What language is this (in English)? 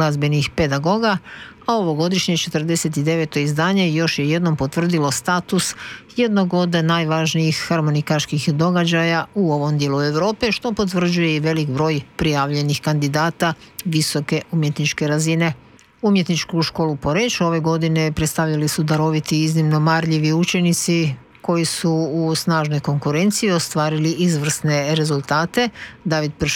Croatian